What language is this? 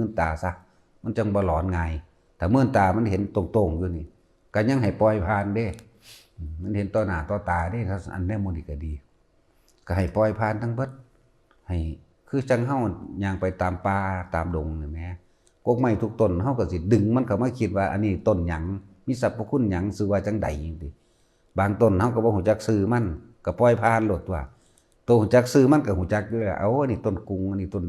Lao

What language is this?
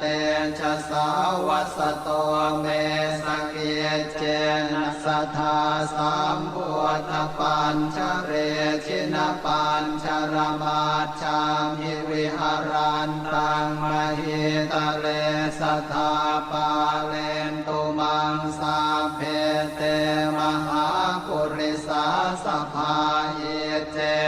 Pali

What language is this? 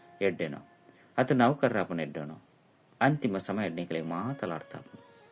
Tulu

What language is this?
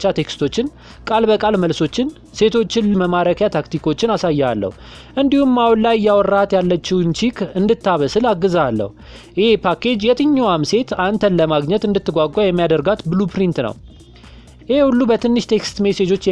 Amharic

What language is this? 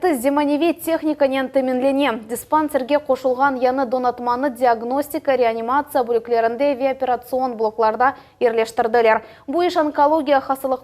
Crimean Tatar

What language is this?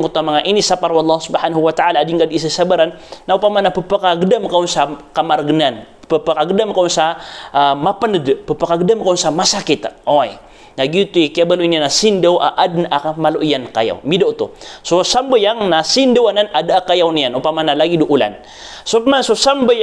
Maranao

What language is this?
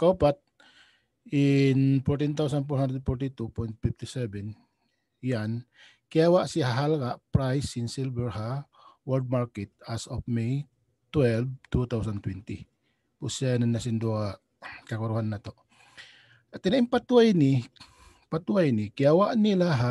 Tausug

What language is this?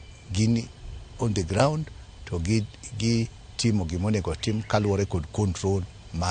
Luo (Kenya and Tanzania)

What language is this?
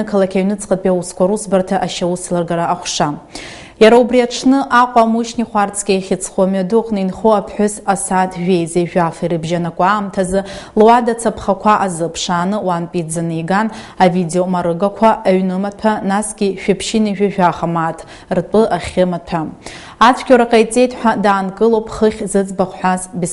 Abkhazian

